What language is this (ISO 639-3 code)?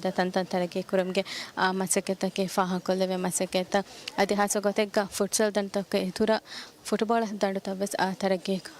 div